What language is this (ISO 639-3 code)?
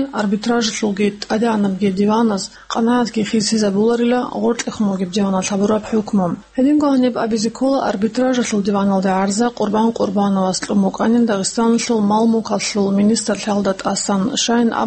ava